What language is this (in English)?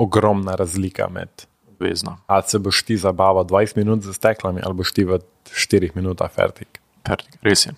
Slovenian